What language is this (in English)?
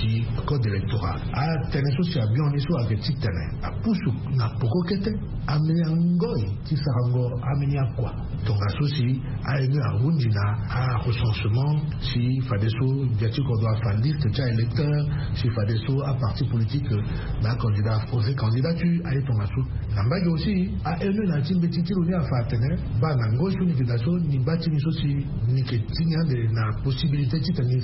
Sango